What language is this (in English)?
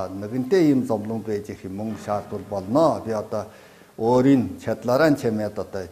Mongolian